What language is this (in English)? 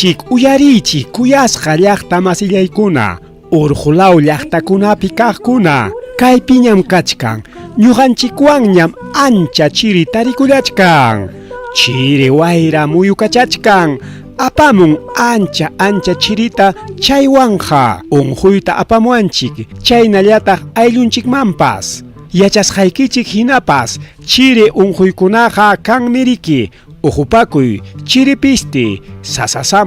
Ayacucho Quechua